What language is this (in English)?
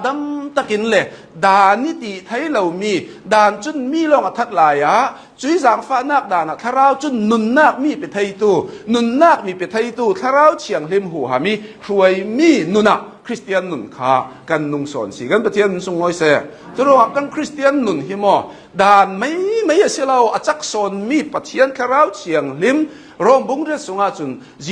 Hakha Chin